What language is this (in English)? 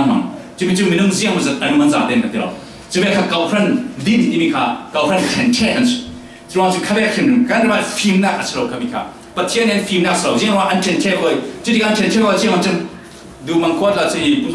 Falam Chin